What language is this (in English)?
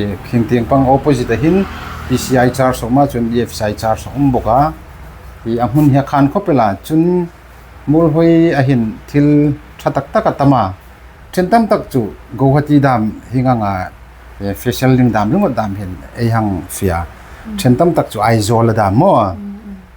Hmar